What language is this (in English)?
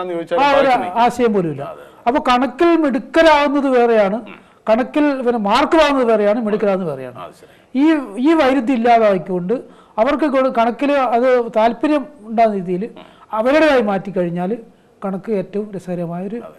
Malayalam